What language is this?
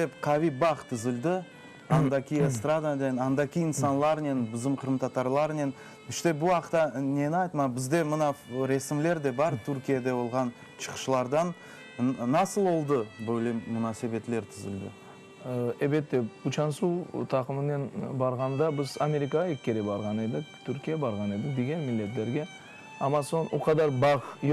Crimean Tatar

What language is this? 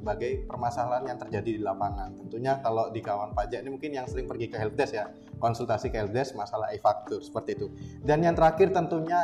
Indonesian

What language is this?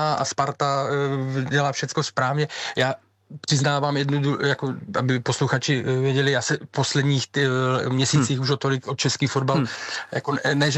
Czech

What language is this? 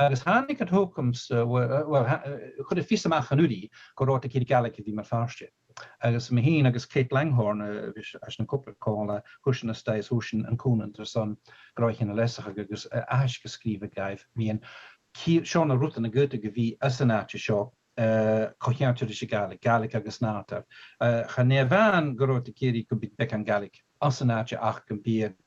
Scottish Gaelic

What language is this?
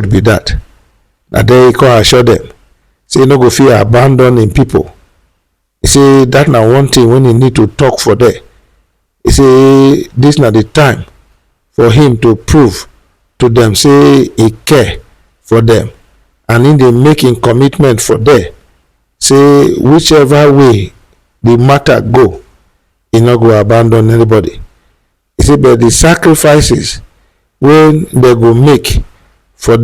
Nigerian Pidgin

